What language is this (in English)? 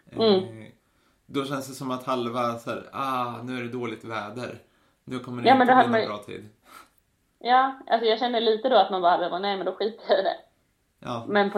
Swedish